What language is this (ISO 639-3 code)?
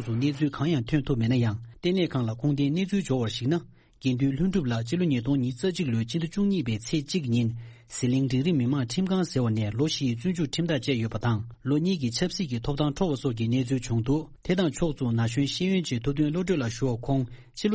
bod